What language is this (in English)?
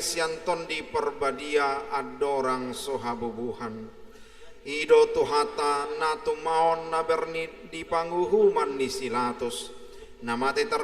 Batak Toba